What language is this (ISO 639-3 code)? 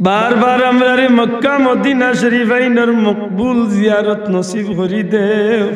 syl